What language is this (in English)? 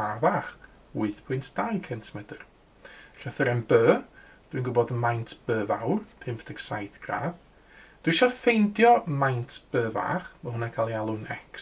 Welsh